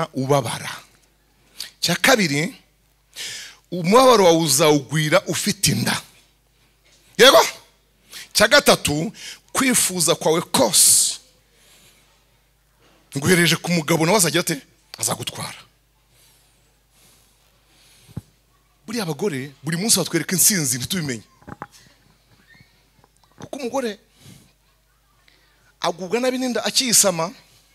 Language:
Kinyarwanda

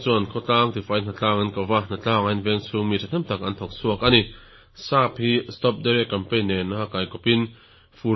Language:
Mizo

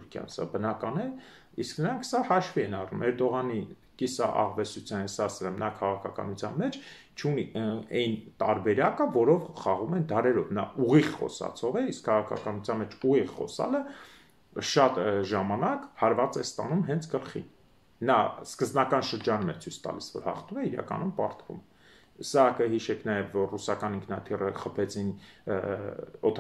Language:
Armenian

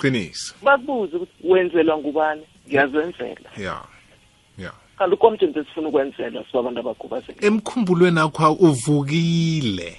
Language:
South Ndebele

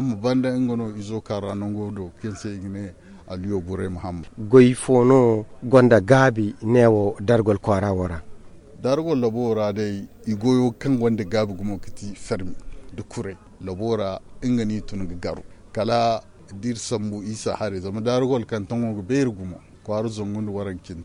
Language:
Zarma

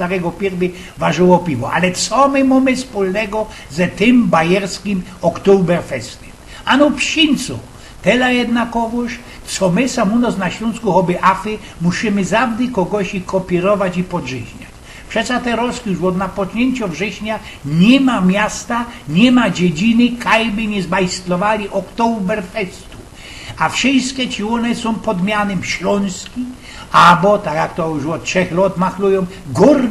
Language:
Silesian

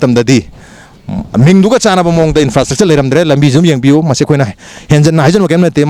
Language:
Manipuri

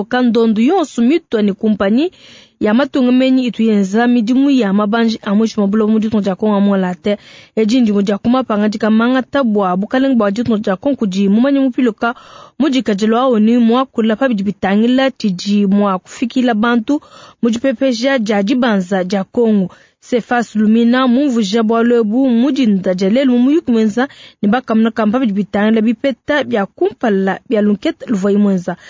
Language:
Luba-Lulua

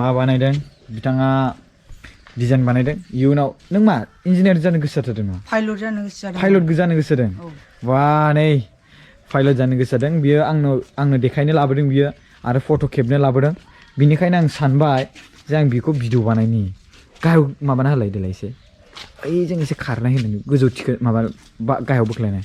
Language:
Bodo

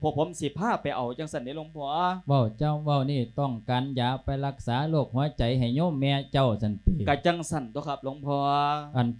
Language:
Lao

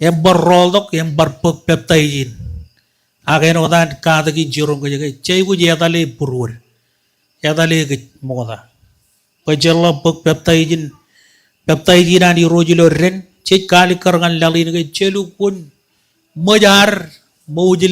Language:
Marshallese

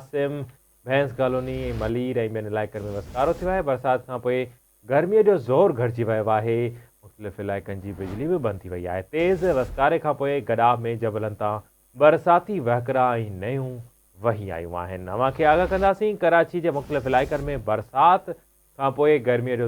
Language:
Sindhi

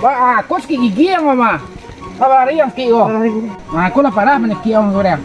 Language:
Minangkabau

